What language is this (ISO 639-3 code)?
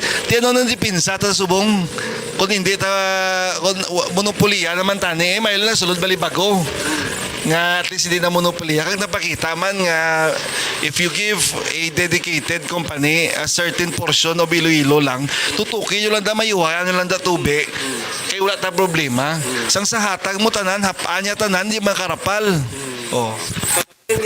hil